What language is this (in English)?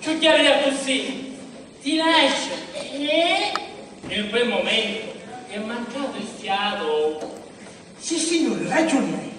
Sicilian